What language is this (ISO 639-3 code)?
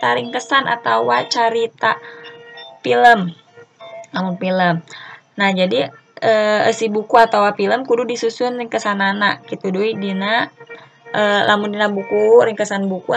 sun